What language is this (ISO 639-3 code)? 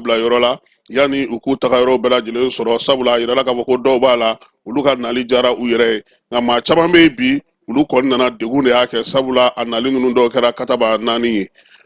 bam